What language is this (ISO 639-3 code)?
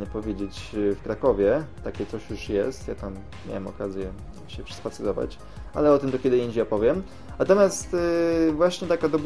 pol